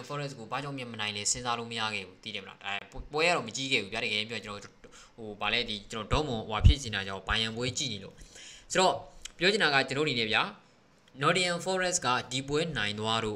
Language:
Burmese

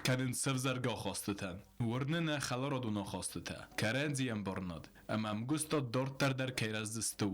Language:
Ossetic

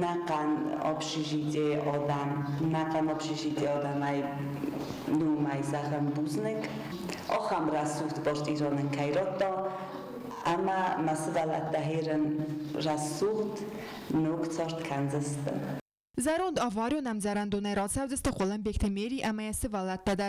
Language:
Ossetic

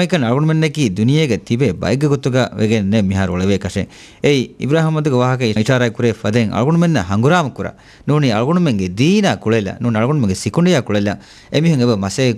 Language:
Divehi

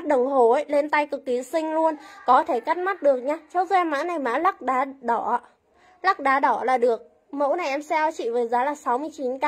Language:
Vietnamese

